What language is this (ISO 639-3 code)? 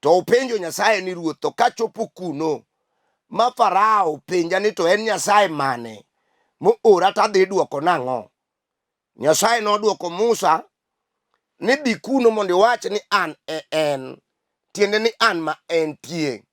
luo